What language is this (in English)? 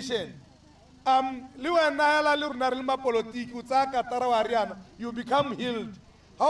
Tswana